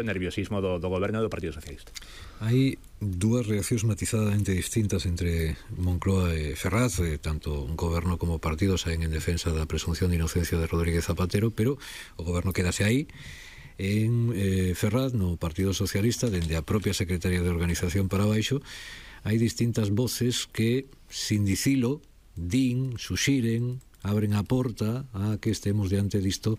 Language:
Galician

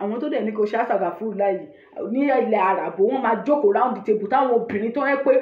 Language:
Yoruba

